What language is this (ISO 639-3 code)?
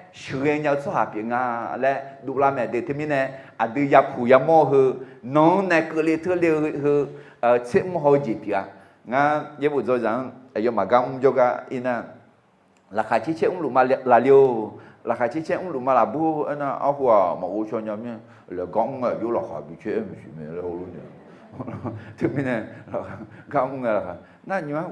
ahk